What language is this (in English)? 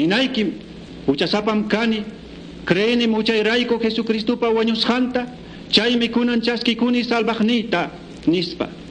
Quechua